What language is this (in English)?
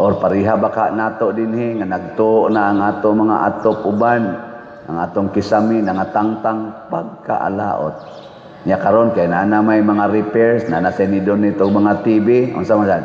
Cebuano